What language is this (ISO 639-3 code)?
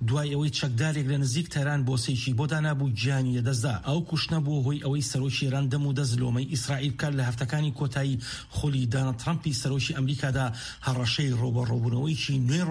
ckb